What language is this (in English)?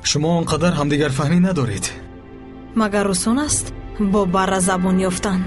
Tajik